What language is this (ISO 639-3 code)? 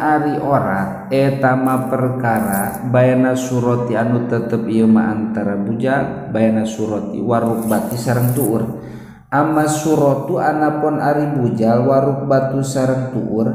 sun